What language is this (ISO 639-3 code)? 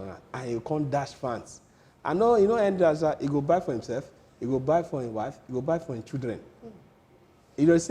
pcm